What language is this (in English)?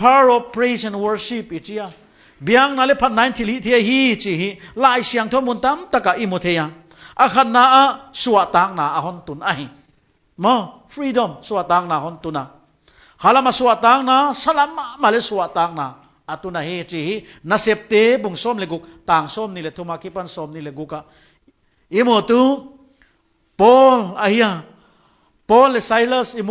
Paite Chin